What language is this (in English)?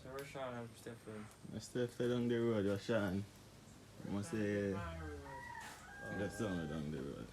Jamaican Creole English